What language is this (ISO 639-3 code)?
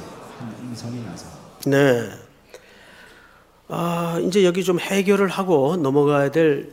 kor